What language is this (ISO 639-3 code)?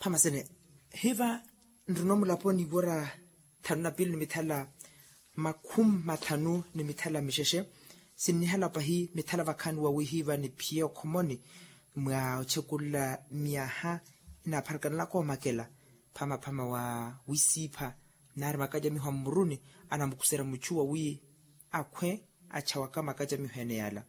vmw